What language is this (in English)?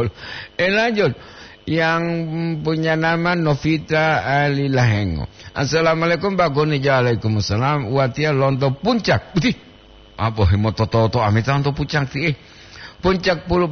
Gorontalo